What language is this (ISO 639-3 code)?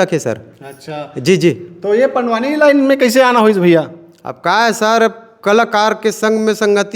hne